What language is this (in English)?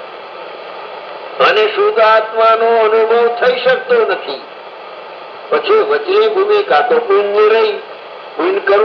Gujarati